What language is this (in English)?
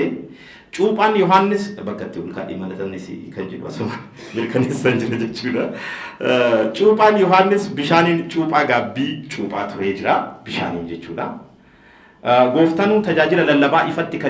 Oromo